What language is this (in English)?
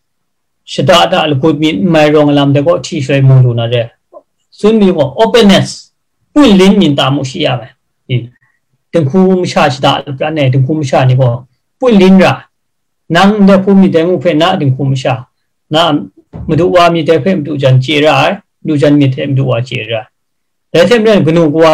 Kachin